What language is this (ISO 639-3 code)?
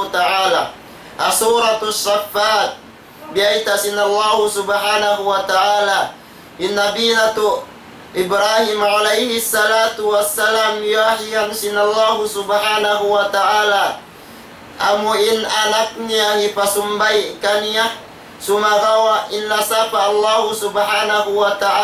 tsg